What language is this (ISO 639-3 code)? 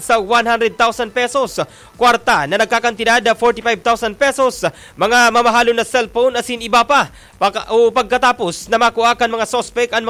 bik